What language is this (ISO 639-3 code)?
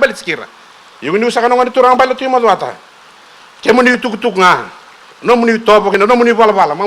fij